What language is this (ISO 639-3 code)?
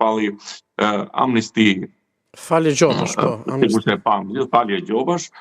sqi